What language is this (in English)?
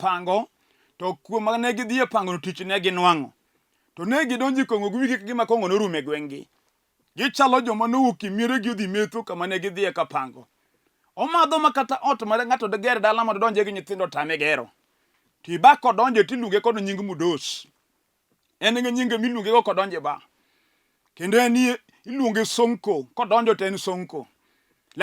Luo (Kenya and Tanzania)